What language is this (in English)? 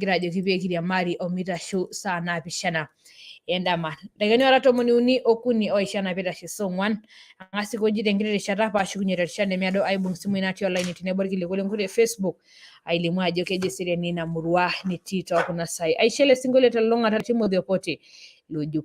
Masai